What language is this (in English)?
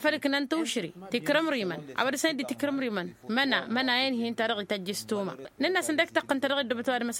Tamasheq